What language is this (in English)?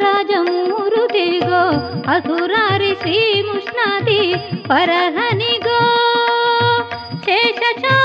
Kannada